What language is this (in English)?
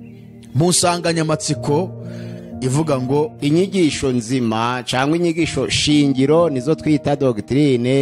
Kinyarwanda